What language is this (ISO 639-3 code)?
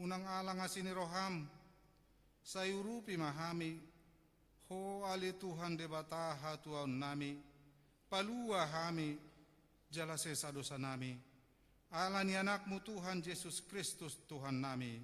bbc